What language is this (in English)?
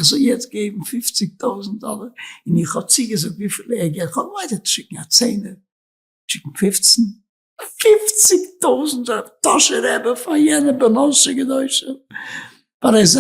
Yiddish